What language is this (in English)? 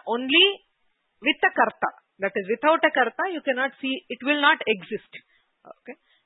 Sanskrit